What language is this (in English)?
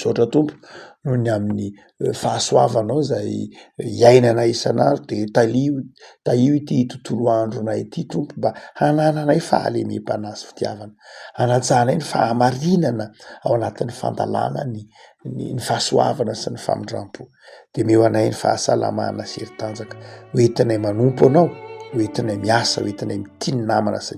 Malagasy